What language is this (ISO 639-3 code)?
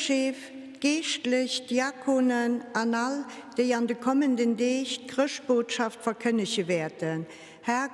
ltz